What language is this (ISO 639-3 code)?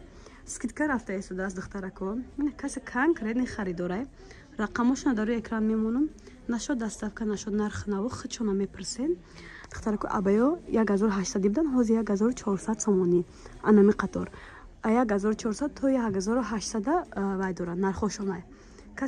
tgk